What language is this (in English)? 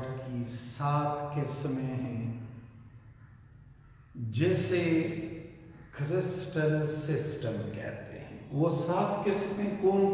Hindi